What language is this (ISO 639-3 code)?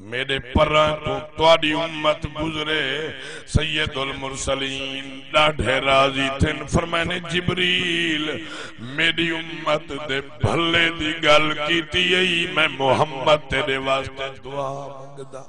skr